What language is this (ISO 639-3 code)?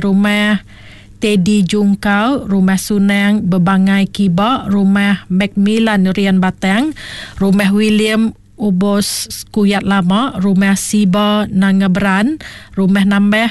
iba